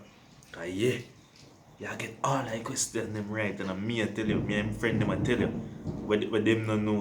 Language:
Jamaican Creole English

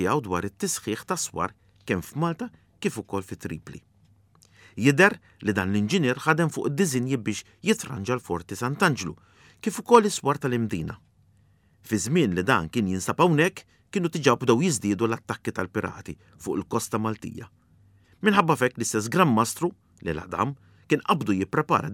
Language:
Maltese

